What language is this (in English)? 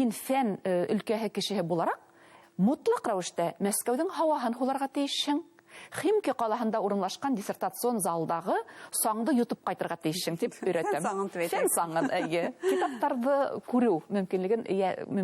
Bashkir